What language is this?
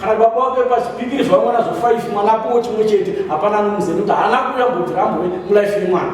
Shona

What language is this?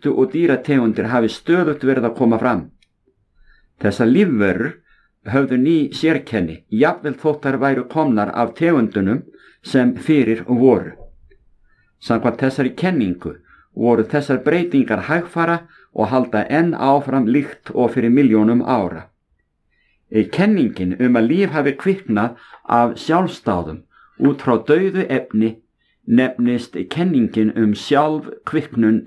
Icelandic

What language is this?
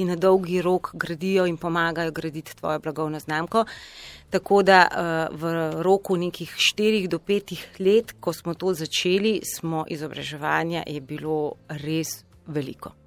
Slovenian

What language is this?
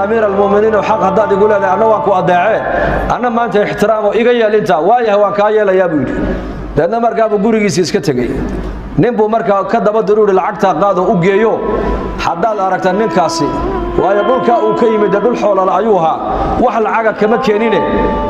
Somali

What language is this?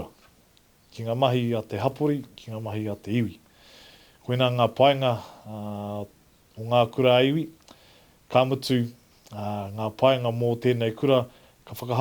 Māori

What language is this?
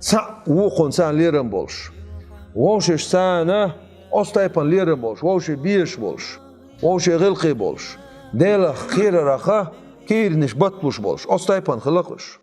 Chechen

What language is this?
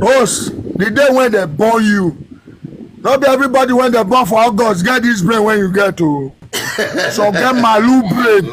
Nigerian Pidgin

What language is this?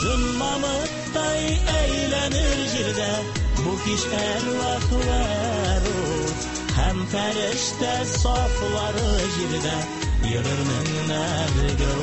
Tatar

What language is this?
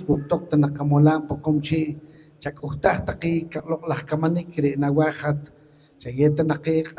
Poqomchi'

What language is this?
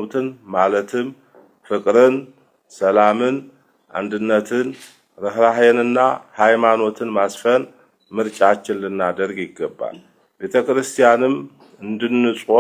Amharic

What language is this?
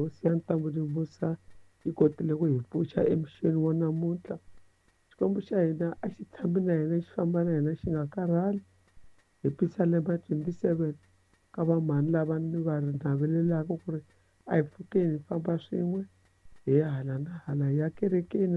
Tsonga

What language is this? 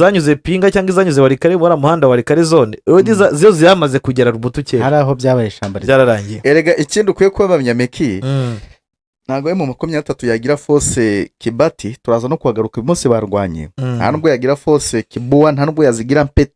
Kinyarwanda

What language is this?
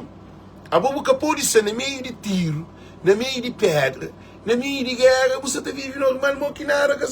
Kabuverdianu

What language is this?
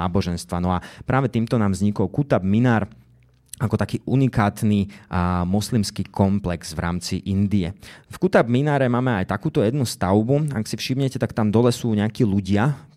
Slovak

